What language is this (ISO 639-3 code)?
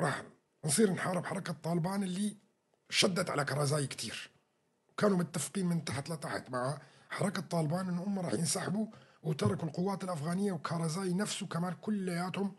apc